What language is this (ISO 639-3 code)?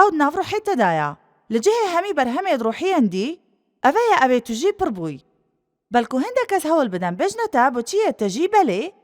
kur